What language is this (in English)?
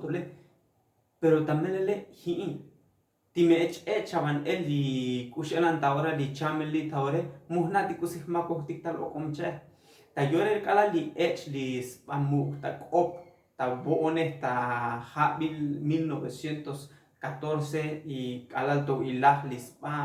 Tzotzil